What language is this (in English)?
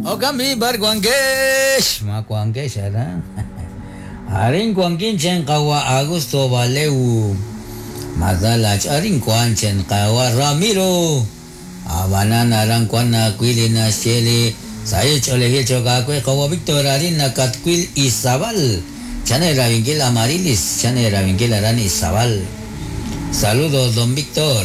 Kekchí